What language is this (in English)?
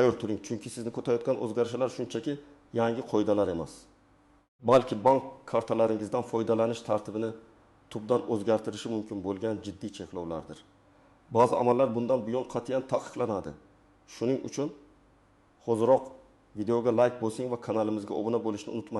Uzbek